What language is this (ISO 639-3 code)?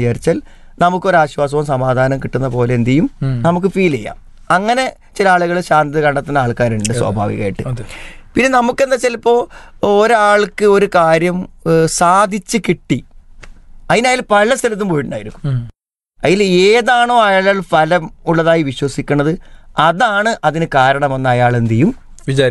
mal